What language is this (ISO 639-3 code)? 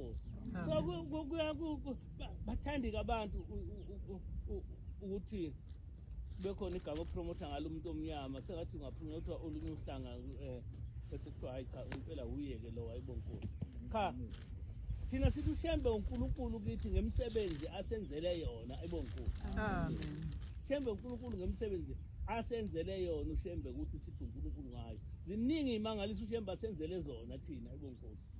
zul